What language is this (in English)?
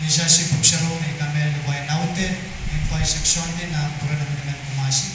Pohnpeian